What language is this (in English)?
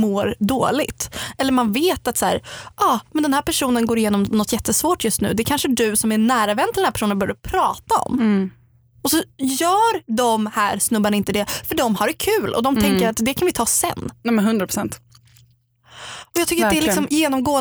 Swedish